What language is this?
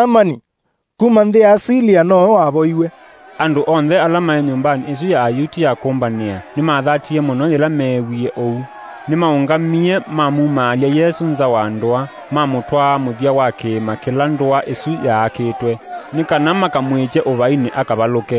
Kamba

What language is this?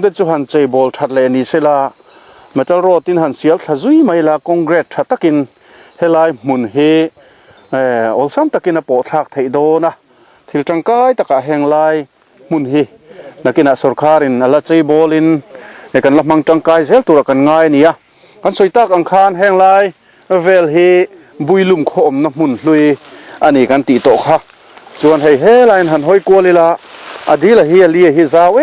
Mizo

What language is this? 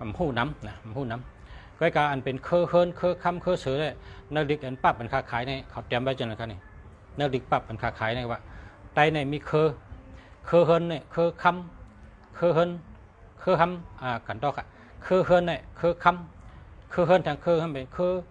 Shan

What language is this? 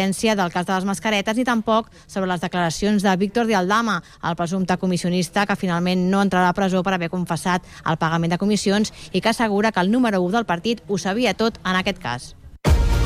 Catalan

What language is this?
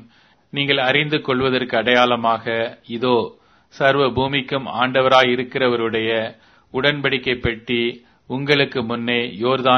Tamil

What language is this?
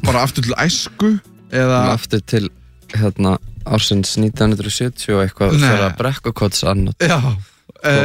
Icelandic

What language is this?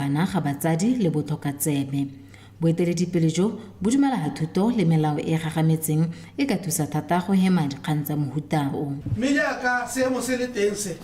Tswana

